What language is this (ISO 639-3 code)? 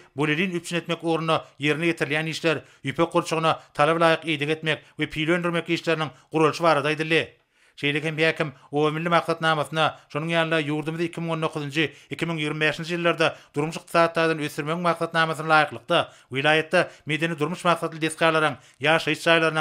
tuk